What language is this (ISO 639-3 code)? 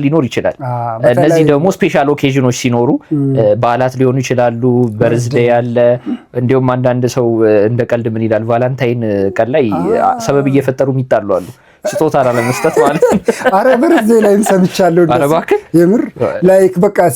amh